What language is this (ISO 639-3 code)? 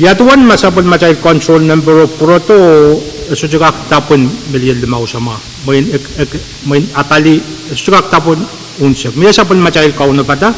pon